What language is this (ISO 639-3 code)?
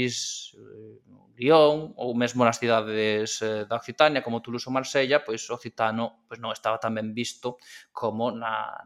glg